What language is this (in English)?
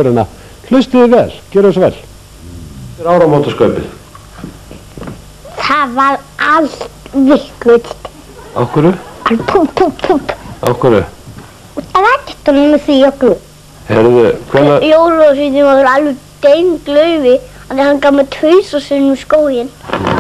Icelandic